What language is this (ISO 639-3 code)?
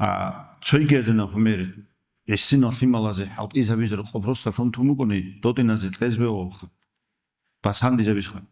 ava